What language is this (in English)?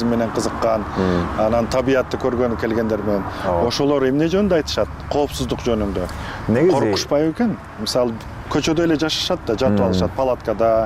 Kyrgyz